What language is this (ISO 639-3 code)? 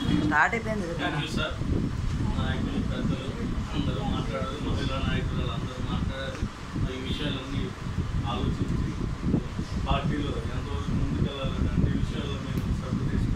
tel